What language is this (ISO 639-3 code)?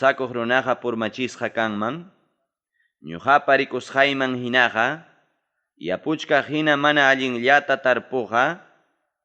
quy